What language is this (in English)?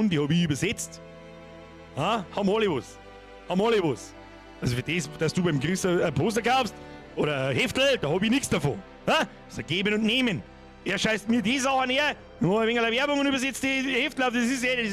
Bavarian